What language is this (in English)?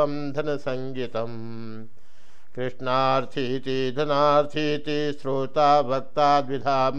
Sanskrit